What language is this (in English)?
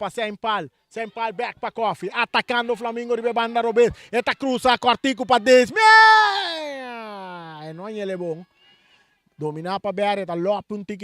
Papiamento